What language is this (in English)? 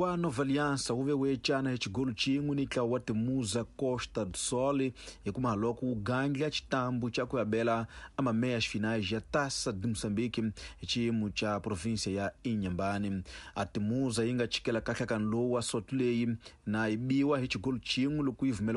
Tsonga